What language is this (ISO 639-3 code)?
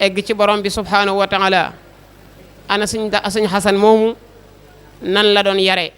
wol